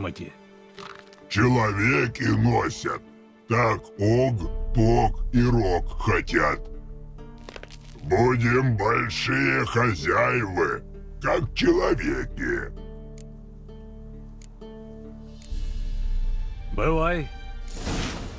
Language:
Russian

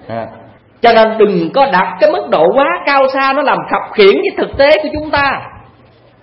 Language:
Vietnamese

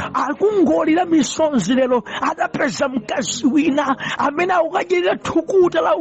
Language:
Nyanja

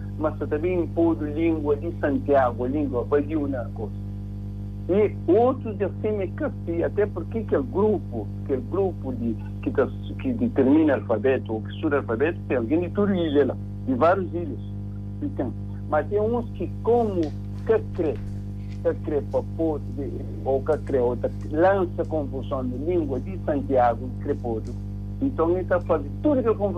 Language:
Kabuverdianu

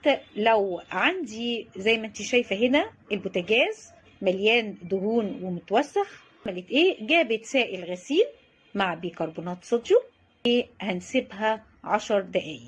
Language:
Egyptian Arabic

